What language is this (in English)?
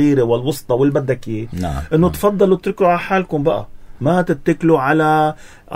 North Levantine Arabic